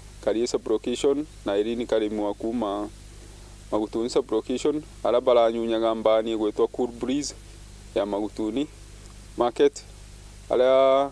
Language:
Meru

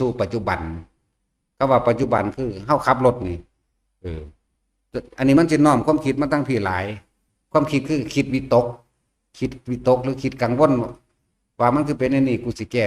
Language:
Northeastern Thai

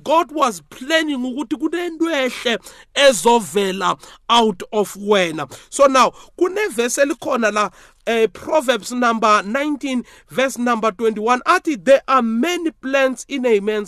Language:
South Ndebele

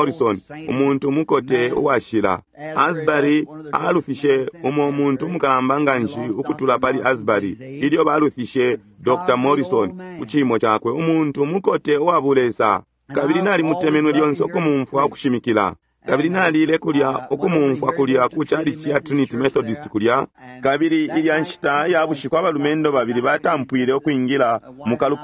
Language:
Bemba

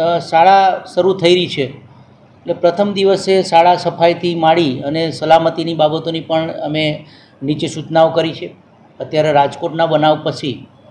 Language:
Gujarati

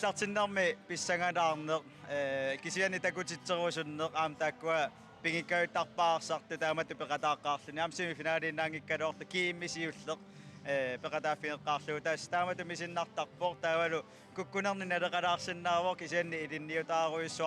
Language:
Kalaallisut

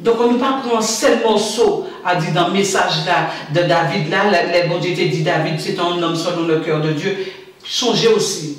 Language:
Guadeloupean Creole French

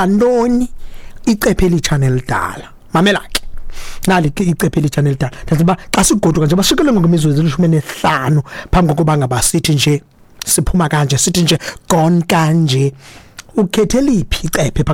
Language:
Xhosa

